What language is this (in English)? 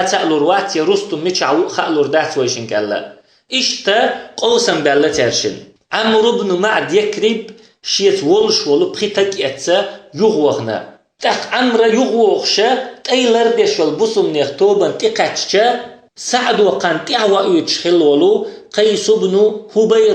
Chechen